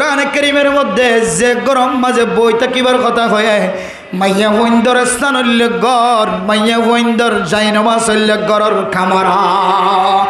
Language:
Rohingya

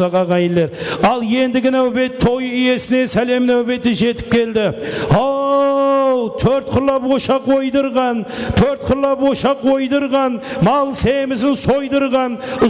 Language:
Kara-Kalpak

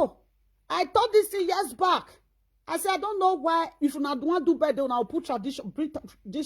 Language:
Nigerian Pidgin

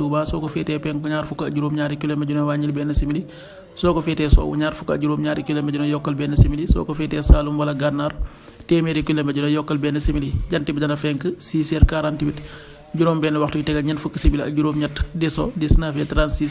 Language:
Wolof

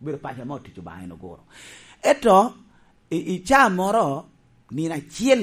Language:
Lango (Uganda)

